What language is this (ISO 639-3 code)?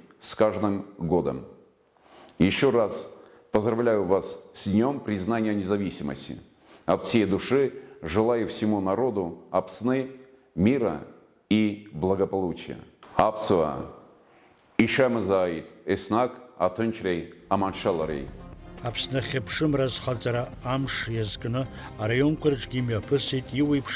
abk